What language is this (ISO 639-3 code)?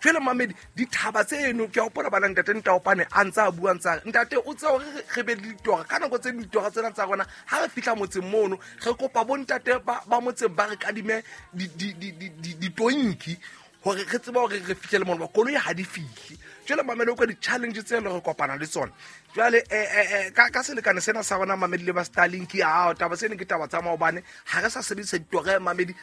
sot